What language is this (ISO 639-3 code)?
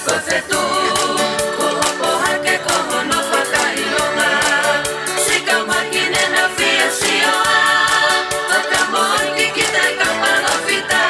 ton